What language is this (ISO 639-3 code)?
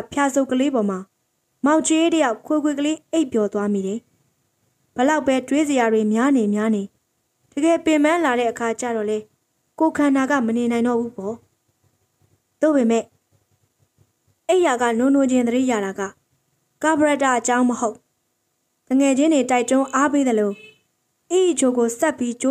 mya